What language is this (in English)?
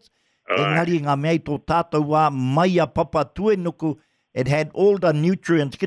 Māori